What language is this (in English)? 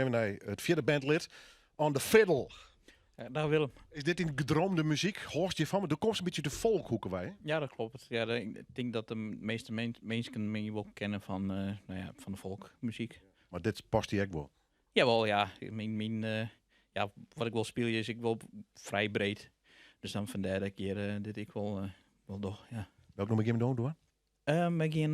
Western Frisian